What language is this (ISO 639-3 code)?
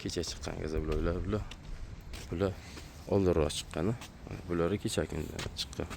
uzb